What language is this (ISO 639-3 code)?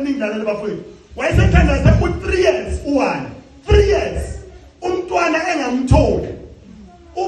zul